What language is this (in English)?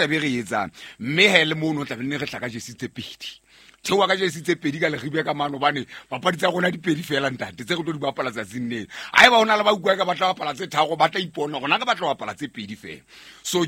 Southern Sotho